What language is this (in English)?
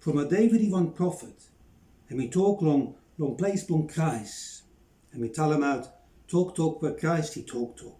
Bislama